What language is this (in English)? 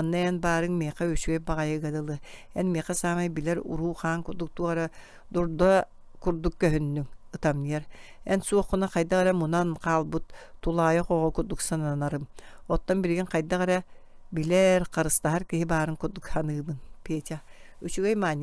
Yakut